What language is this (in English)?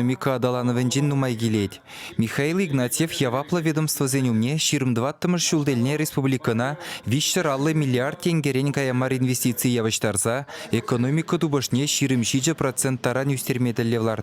Chuvash